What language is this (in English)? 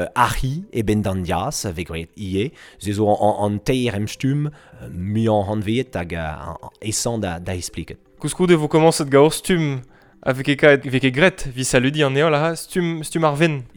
Breton